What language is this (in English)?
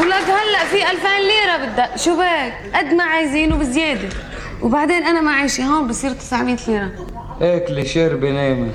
North Levantine Arabic